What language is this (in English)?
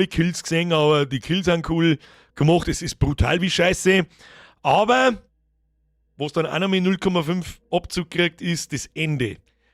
Bavarian